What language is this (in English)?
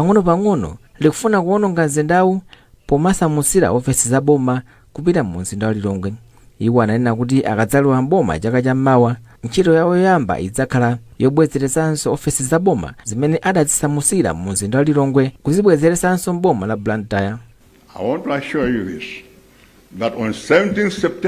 Nyanja